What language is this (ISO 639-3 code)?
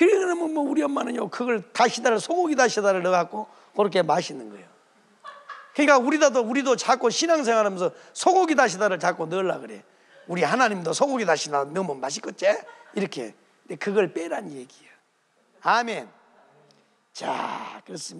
kor